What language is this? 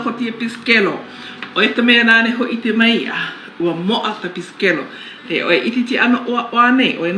Hawaiian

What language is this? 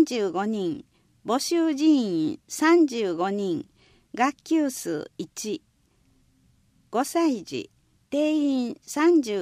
Japanese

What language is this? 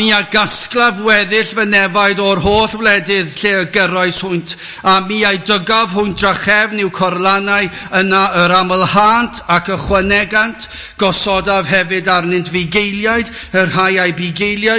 Welsh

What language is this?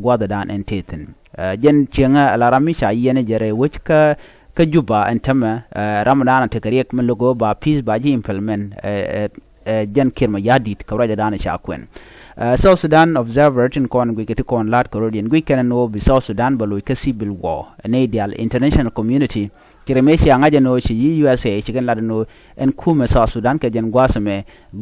Nuer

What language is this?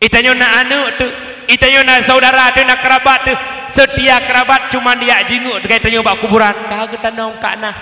Achinese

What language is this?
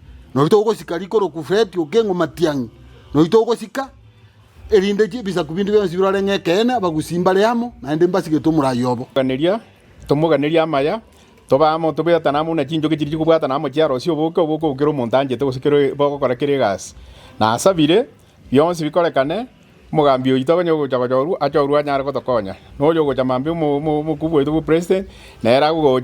Gusii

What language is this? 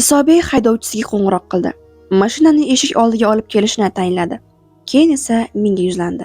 Uzbek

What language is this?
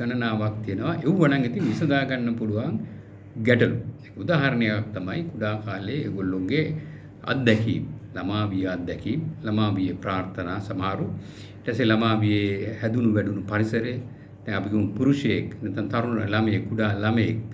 Sinhala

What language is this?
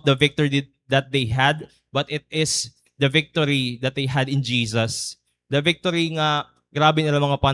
Waray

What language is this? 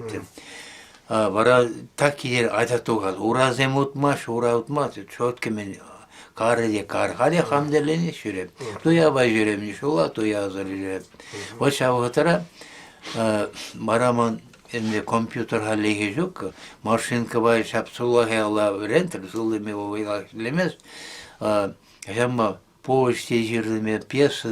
Chuvash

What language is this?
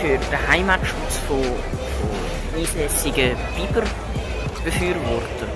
Swiss German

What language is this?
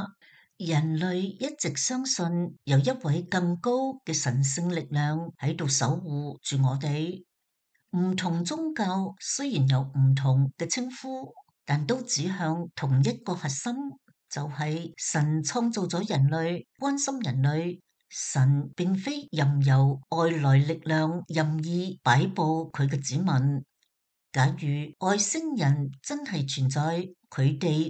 Cantonese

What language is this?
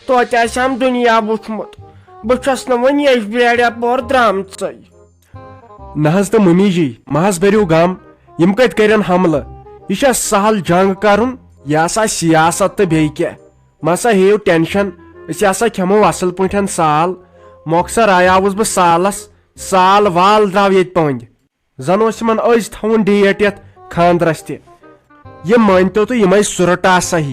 Kashmiri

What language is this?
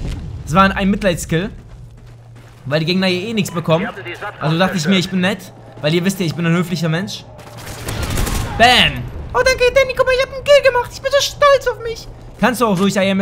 German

